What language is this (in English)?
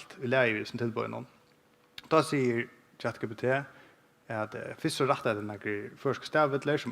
Faroese